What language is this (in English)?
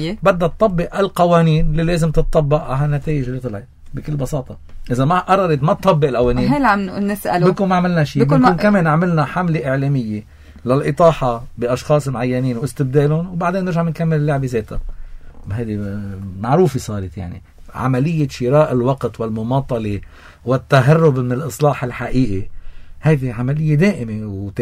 North Levantine Arabic